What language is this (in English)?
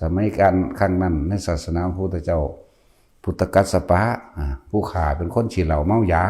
Northeastern Thai